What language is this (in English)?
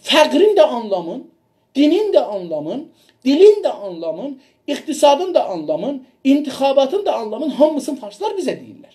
South Azerbaijani